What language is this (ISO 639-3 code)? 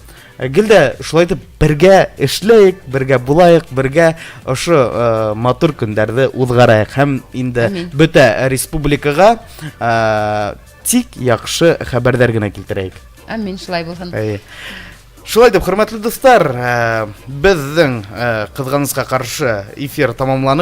bak